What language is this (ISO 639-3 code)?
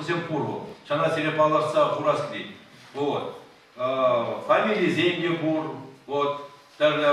chv